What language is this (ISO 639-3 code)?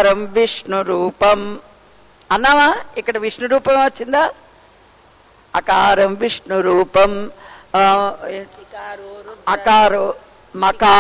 tel